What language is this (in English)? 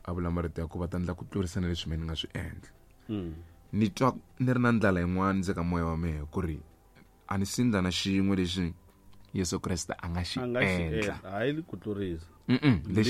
Tsonga